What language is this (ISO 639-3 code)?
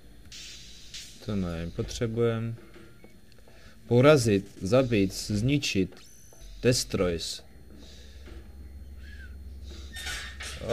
ces